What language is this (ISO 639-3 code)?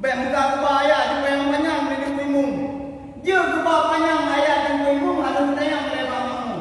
ace